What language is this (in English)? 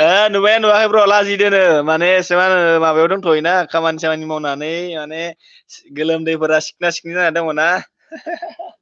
Bodo